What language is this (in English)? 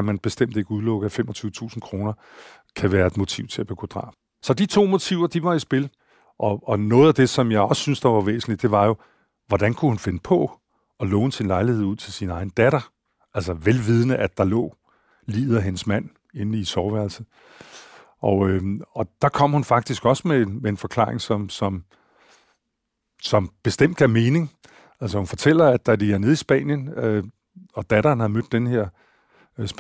Danish